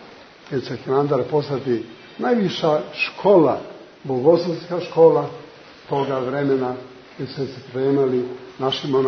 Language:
Serbian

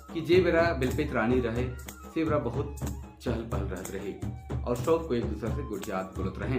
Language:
Sadri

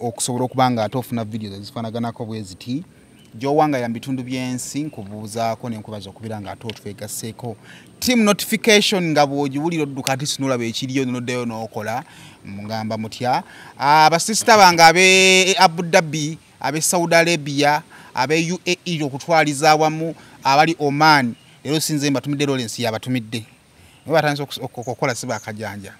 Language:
Ganda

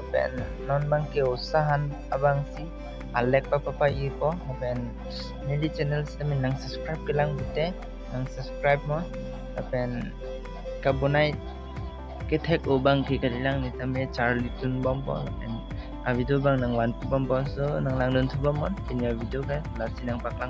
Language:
Karbi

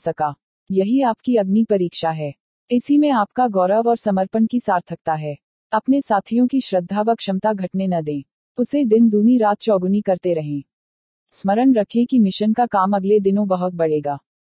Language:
Hindi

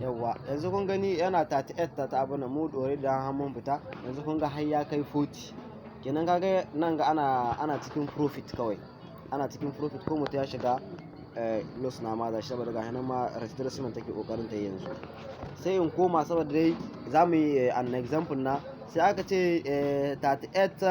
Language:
Hausa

